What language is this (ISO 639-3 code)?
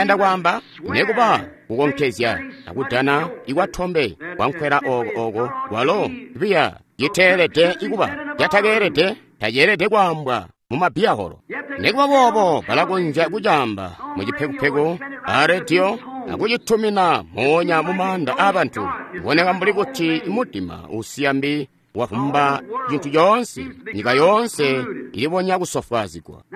toi